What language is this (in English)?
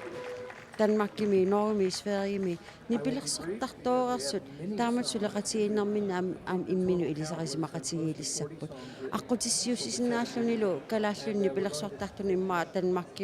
Kalaallisut